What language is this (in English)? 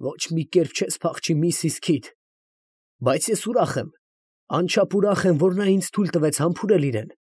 Armenian